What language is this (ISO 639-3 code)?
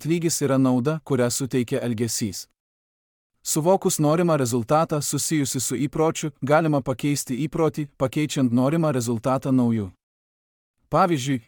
lit